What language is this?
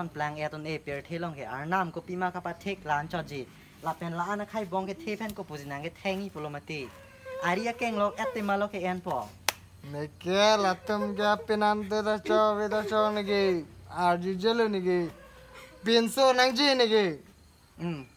Karbi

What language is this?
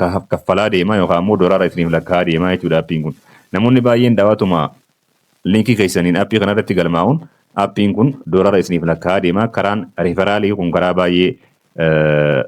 Oromo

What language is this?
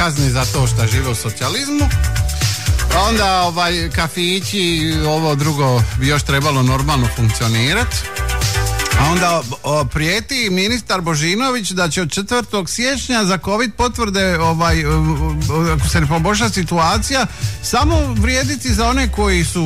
Croatian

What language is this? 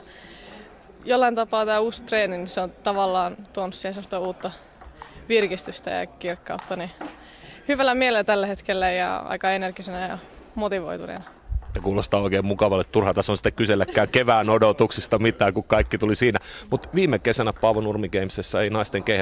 Finnish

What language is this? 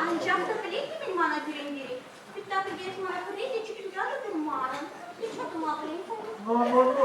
Chuvash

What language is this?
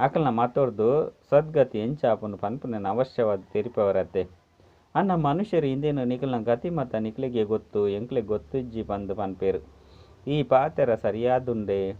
Tulu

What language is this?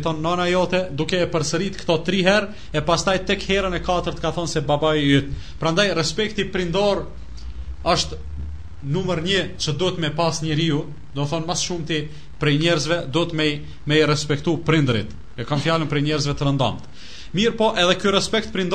Albanian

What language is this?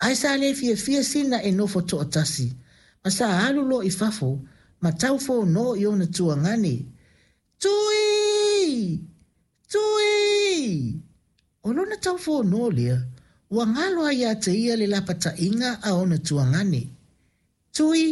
Samoan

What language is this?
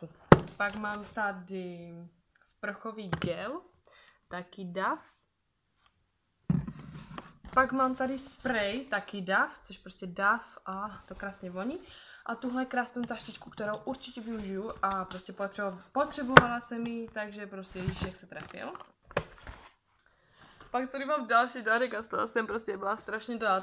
Czech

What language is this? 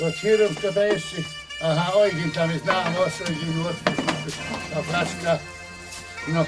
Silesian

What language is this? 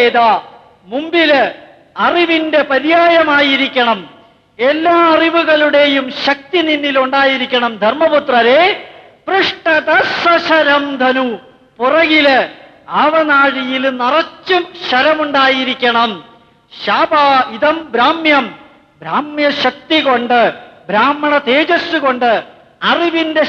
Malayalam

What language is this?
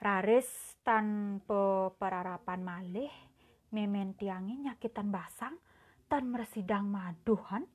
Balinese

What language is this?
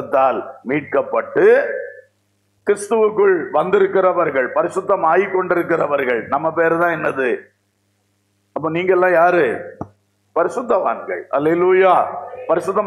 Tamil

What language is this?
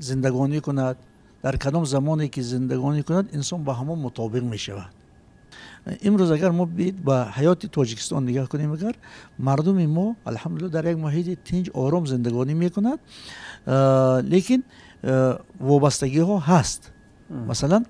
Tajik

